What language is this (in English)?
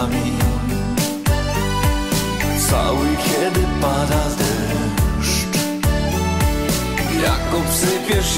Polish